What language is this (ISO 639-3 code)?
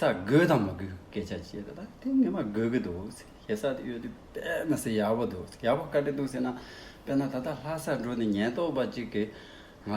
bod